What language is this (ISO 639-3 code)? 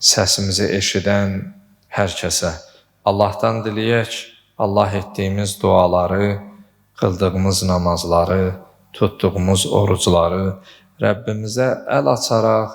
aze